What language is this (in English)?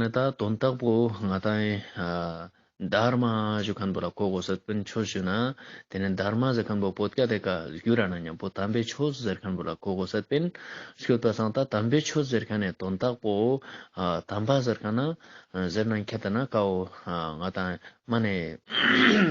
Ladakhi